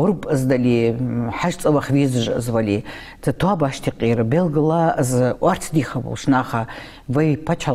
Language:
Ingush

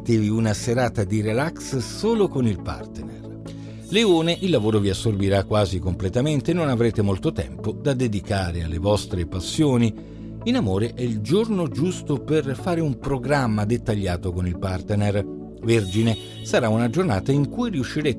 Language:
Italian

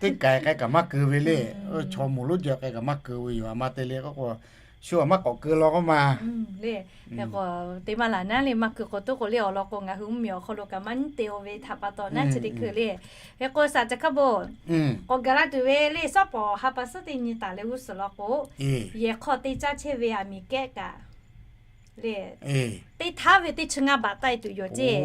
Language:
Lahu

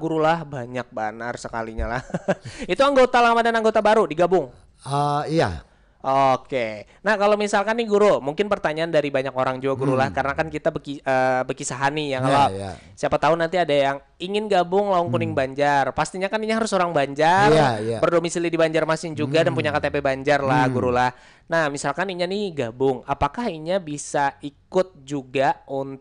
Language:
Banjar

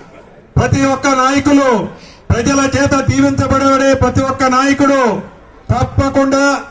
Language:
Telugu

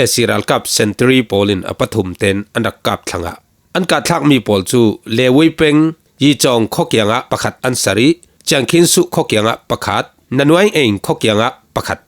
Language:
Falam Chin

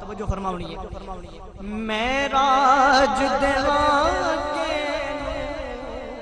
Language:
Saraiki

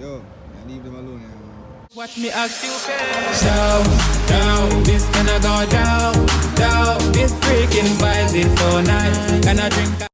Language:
Jamaican Creole English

